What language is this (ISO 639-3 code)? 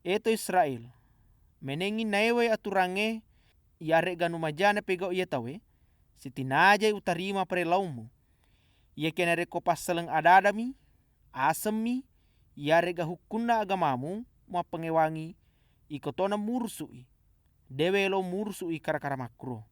bug